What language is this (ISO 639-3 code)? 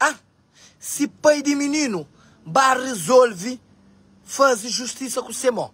kea